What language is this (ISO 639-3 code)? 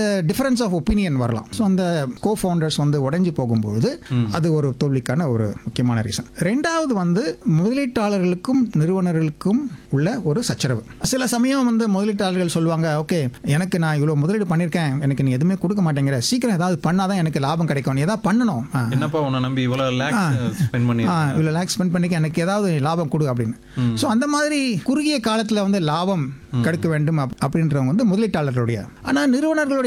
tam